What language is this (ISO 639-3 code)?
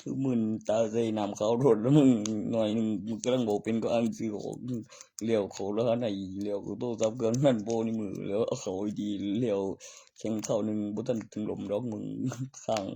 lao